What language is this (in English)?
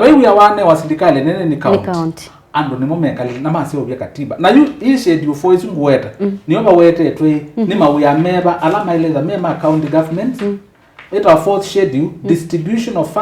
Kamba